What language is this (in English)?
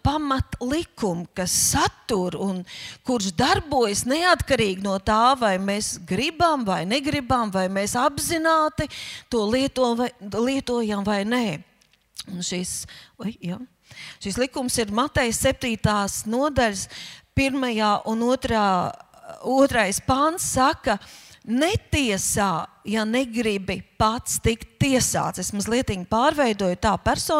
Latvian